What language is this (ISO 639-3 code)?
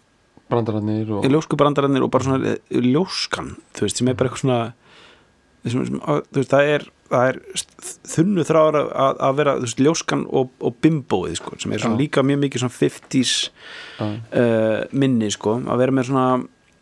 isl